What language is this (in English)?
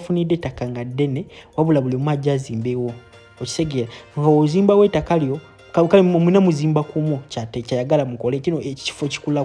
Ganda